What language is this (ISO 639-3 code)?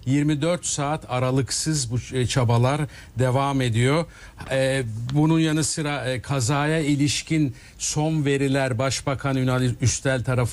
tur